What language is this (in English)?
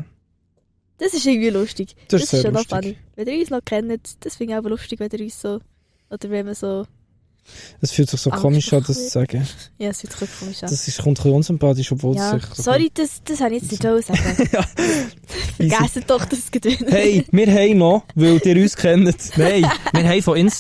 Swiss German